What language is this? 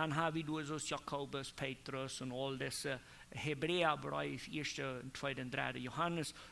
Plautdietsch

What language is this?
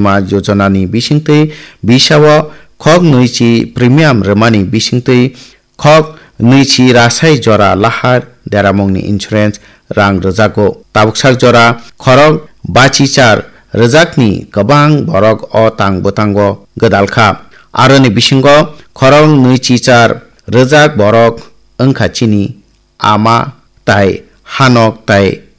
Kok Borok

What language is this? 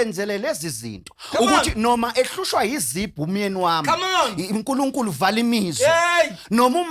Zulu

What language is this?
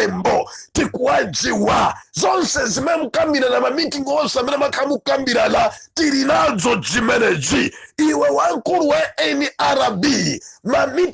Nyanja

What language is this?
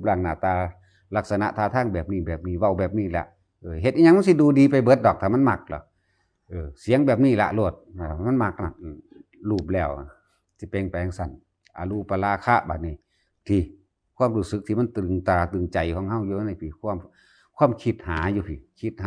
Northeastern Thai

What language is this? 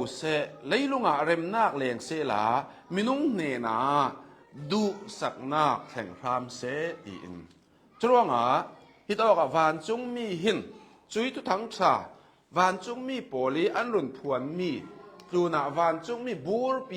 Hakha Chin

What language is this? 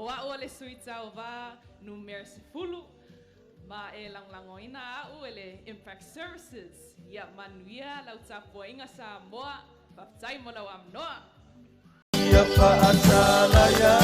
Samoan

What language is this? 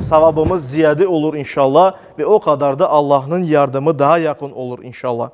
Crimean Tatar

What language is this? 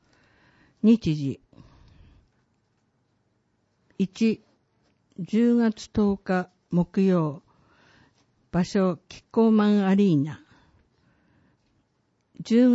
Japanese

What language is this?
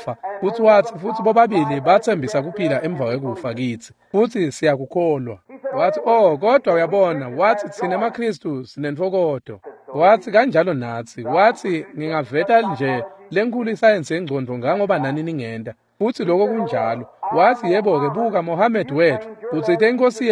Swati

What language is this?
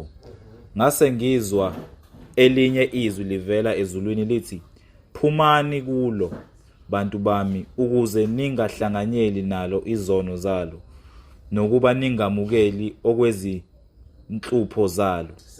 Zulu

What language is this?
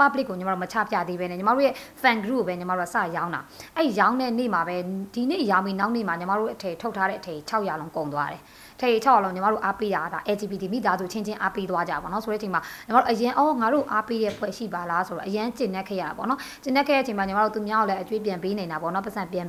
Burmese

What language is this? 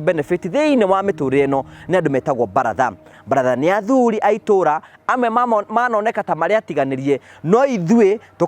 Kikuyu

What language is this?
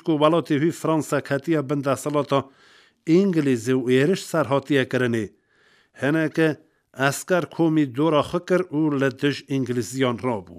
Kurdish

